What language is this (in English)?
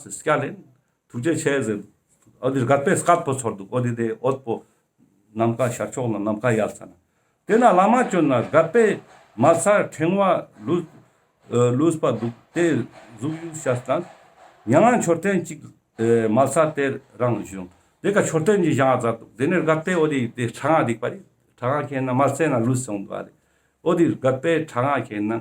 Ladakhi